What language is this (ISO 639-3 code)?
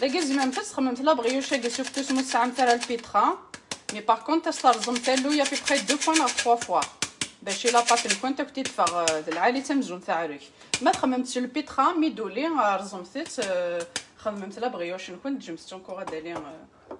kab